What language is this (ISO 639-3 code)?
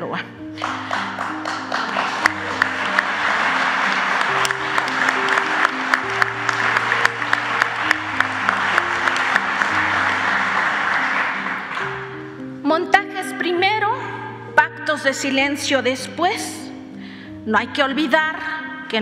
spa